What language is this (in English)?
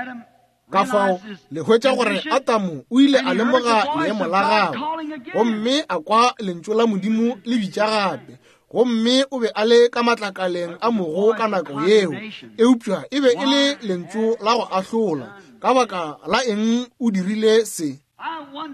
Northern Sotho